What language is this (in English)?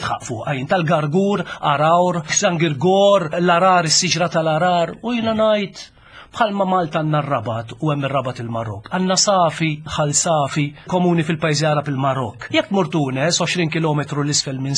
Maltese